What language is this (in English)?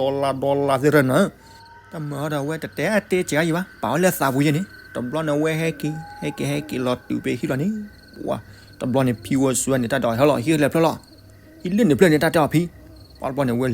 S'gaw Karen